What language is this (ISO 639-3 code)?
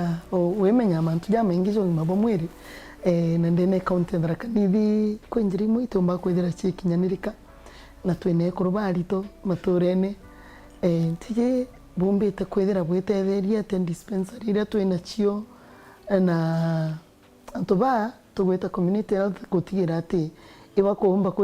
mer